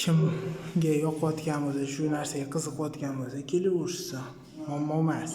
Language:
Uzbek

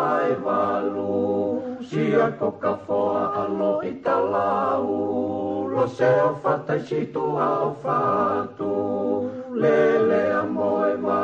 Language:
Tongan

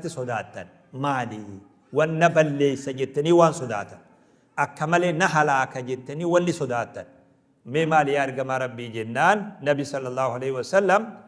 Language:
Oromo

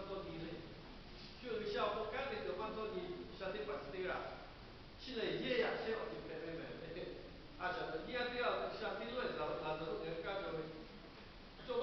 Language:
Lahu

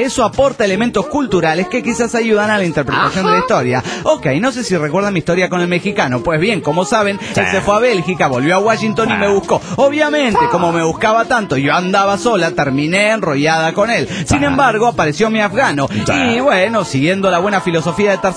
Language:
Spanish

